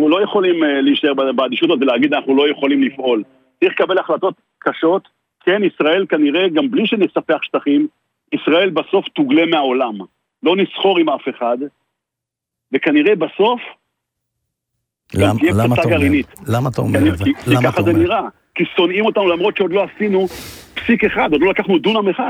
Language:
Hebrew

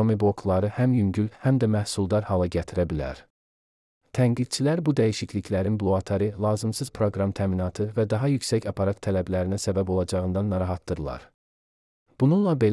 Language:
Azerbaijani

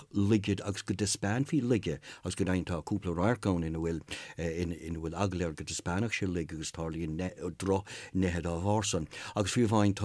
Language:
Irish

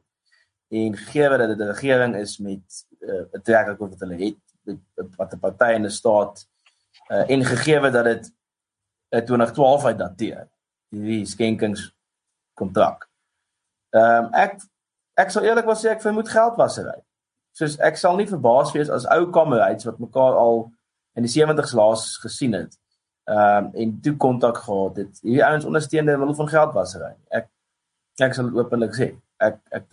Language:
Afrikaans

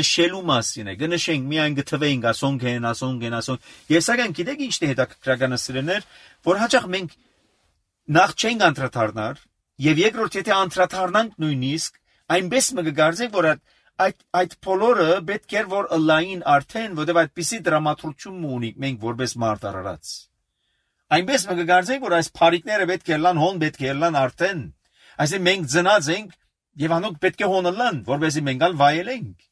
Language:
Armenian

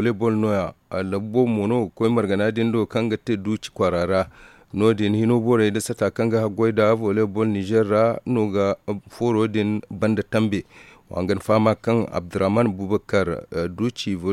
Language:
Zarma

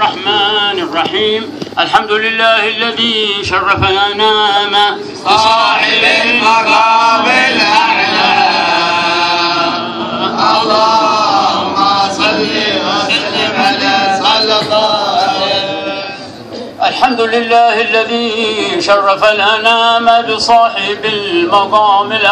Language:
Arabic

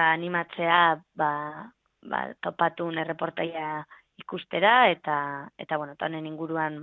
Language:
Basque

